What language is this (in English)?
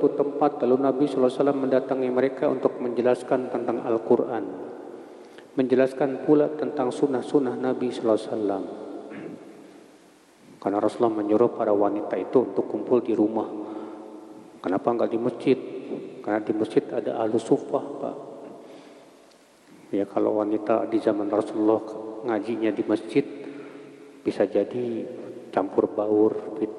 Indonesian